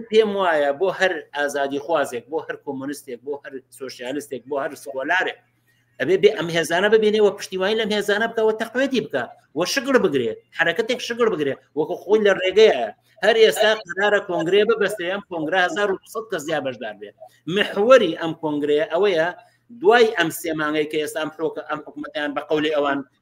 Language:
Central Kurdish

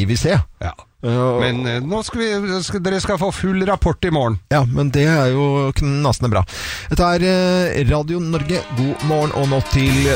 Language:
Norwegian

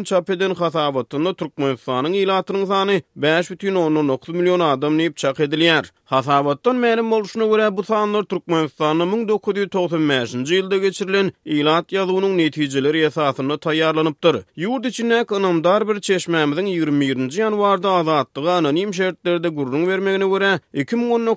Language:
Turkmen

